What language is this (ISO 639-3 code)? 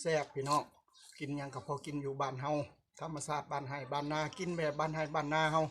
tts